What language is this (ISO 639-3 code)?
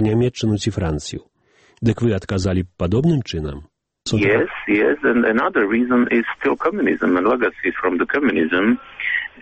bel